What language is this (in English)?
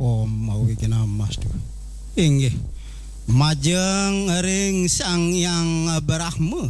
Balinese